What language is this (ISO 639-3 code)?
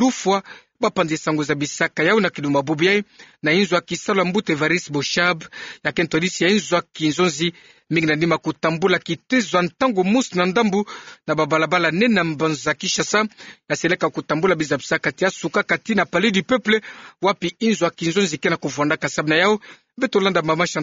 ktu